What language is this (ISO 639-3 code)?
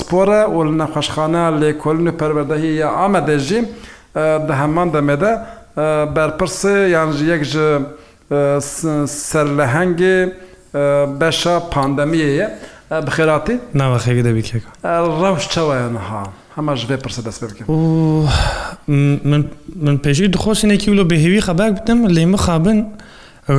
kur